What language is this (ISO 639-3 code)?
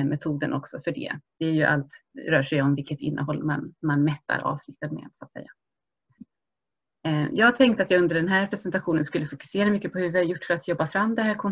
swe